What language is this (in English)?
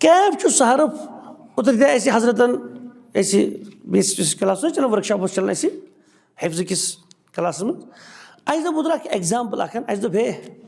Kashmiri